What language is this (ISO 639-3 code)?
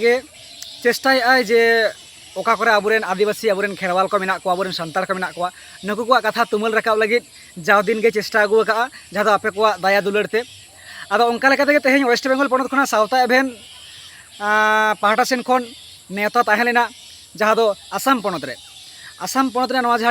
sat